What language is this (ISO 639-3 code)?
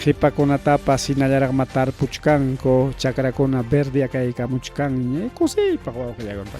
quy